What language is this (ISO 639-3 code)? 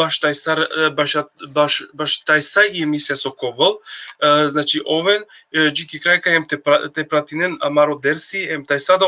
rmn